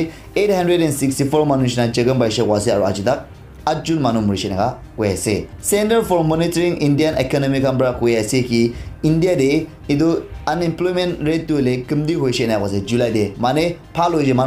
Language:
Naga Pidgin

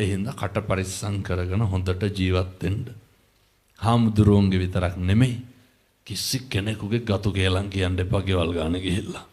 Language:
Sinhala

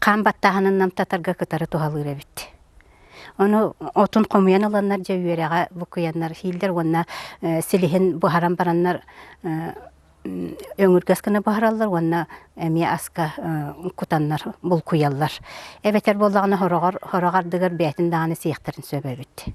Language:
Yakut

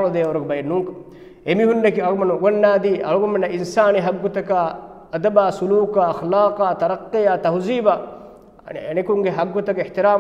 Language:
Divehi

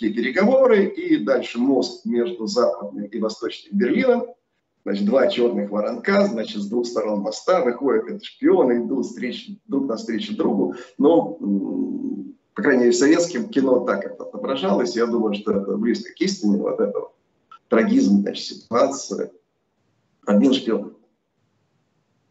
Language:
Russian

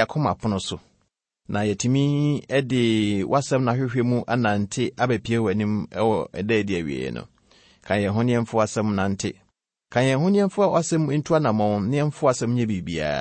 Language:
Akan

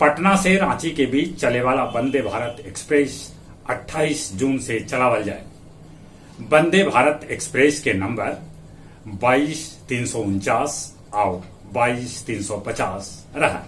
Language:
Magahi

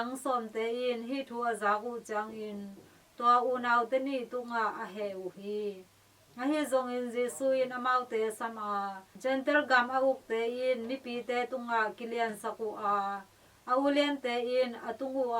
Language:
Tedim Chin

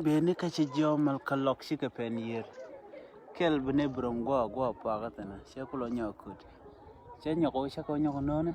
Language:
Nuer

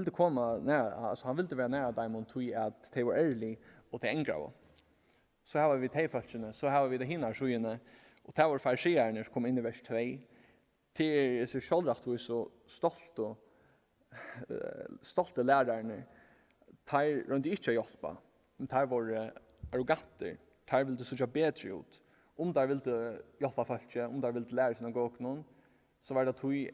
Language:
Faroese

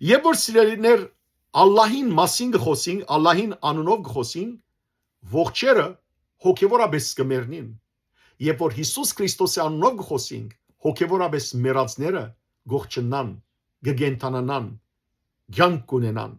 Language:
Western Armenian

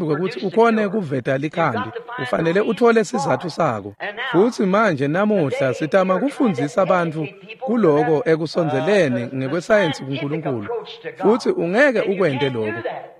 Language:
Swati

